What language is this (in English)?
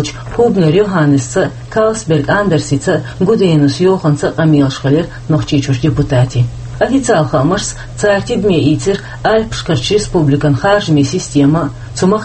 Chechen